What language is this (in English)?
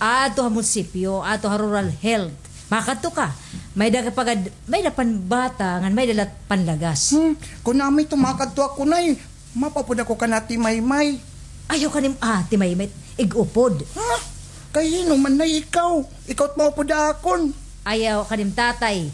Waray